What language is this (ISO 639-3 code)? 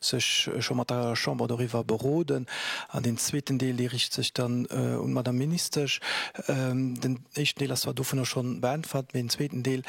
ltz